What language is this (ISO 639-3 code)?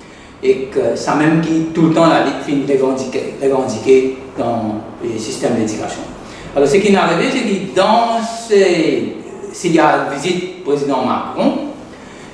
mfe